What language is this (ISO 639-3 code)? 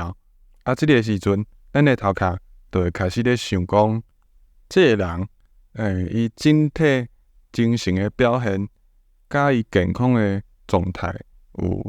nan